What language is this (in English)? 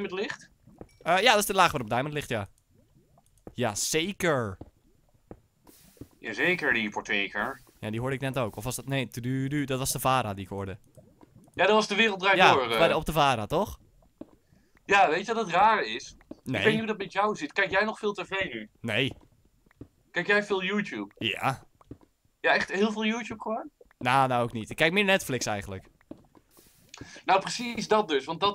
Dutch